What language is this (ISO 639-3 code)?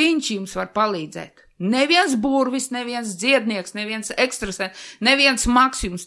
lav